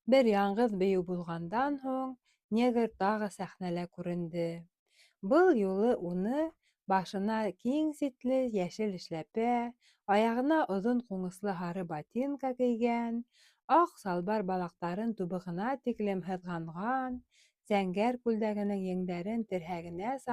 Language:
Bashkir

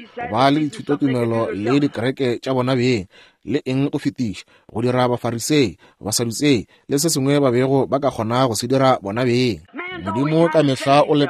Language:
Northern Sotho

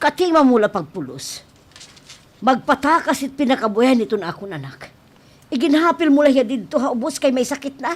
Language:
Waray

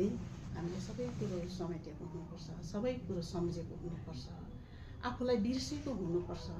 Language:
Nepali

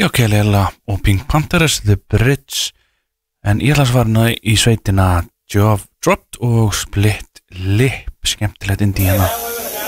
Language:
Icelandic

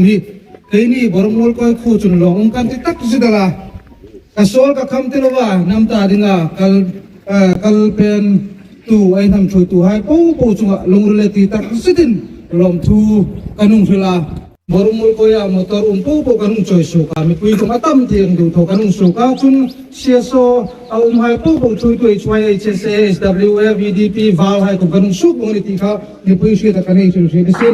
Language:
Hmar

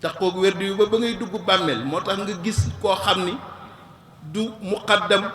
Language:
Wolof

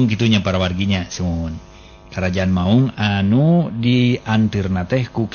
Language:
Sundanese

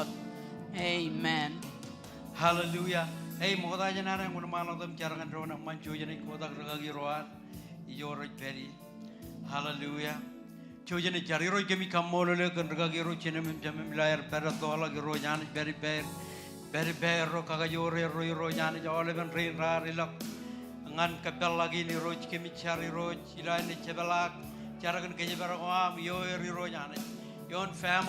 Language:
Marshallese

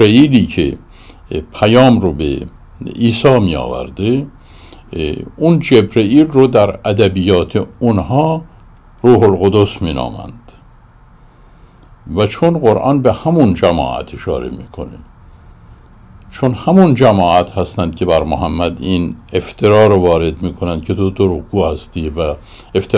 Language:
Persian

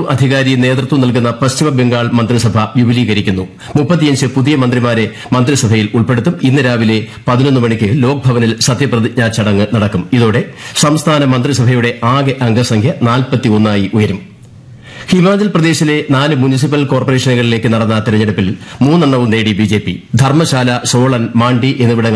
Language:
Malayalam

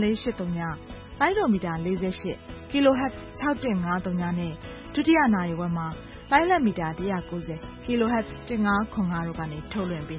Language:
Burmese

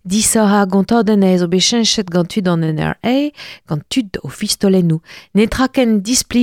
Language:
Breton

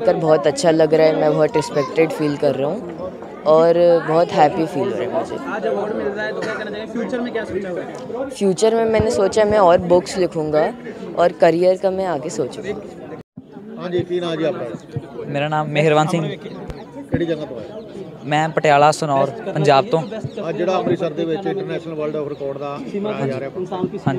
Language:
Punjabi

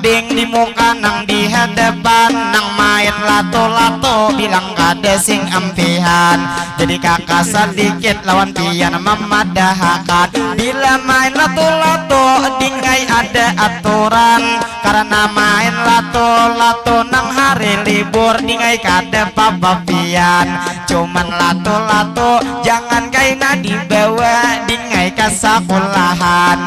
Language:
Banjar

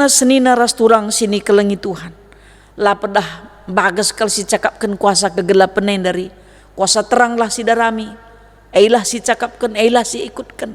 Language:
Batak Karo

